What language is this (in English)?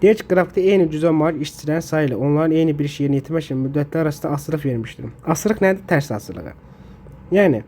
Azerbaijani